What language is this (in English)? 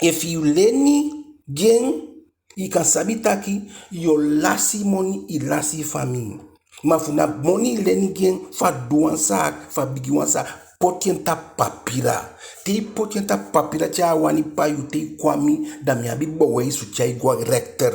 Eastern Maroon Creole